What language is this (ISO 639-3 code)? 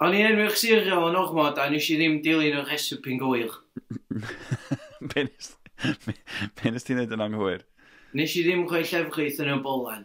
cym